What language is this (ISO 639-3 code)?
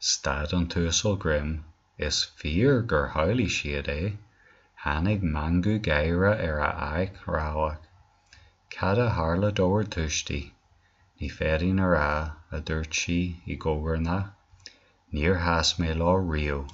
gle